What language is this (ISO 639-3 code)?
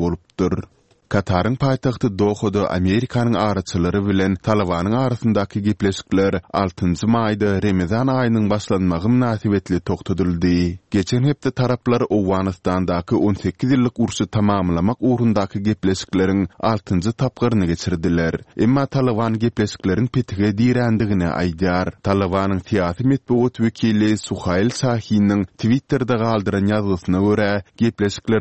tuk